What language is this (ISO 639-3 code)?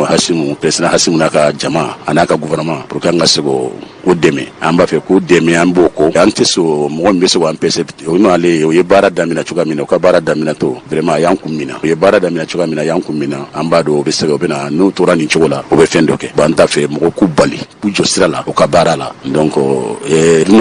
bam